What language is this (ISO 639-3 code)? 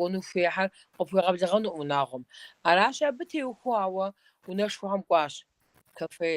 kbd